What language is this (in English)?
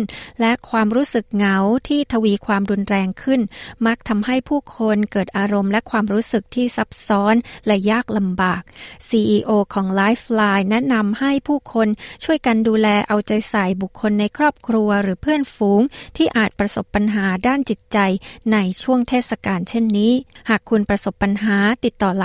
Thai